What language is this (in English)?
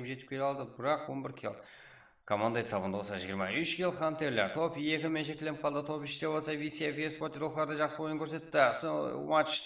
Kara-Kalpak